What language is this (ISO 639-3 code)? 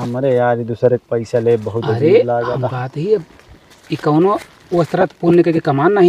awa